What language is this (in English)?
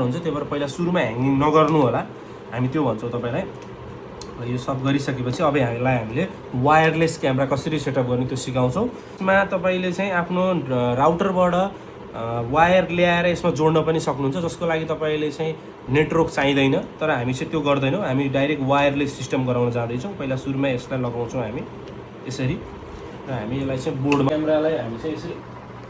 Nepali